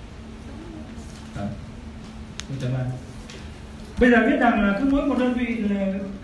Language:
Vietnamese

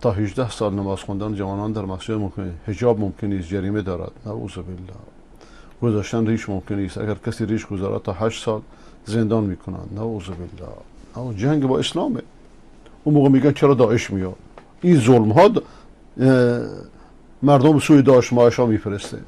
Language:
Persian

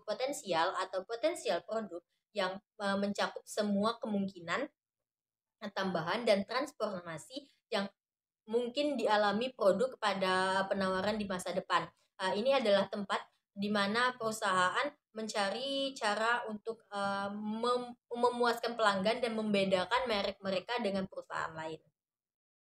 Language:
Indonesian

